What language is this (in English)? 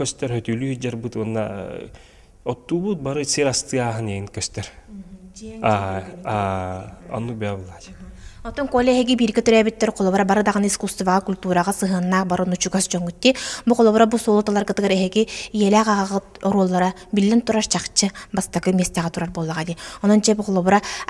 Yakut